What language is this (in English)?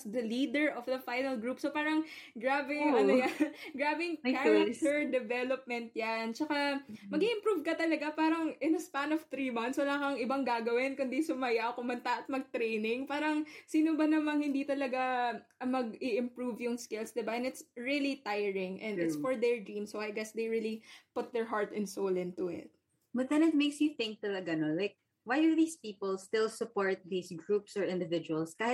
Filipino